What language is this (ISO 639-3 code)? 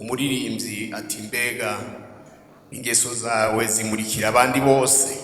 run